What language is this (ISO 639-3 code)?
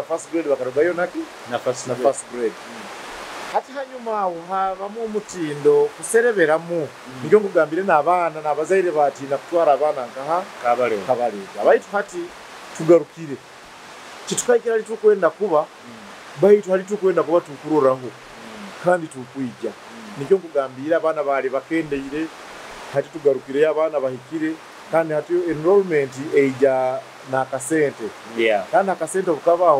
nyo